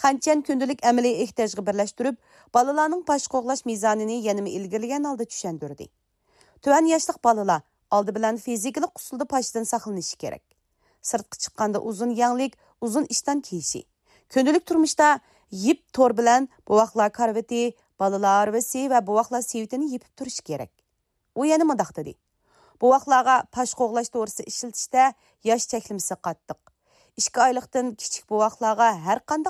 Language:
Uyghur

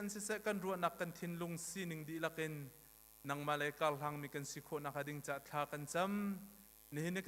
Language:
Hakha Chin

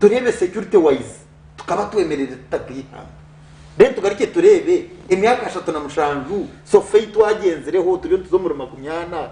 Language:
Nyankole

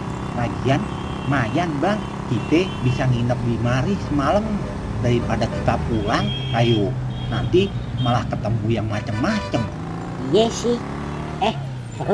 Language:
Betawi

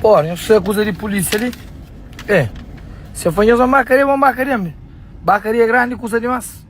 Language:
Kabuverdianu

